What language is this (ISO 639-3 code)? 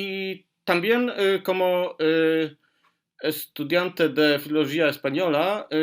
lad